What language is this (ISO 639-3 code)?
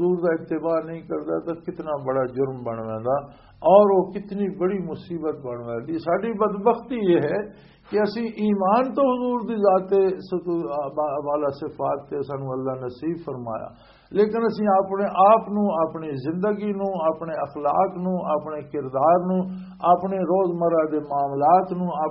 lah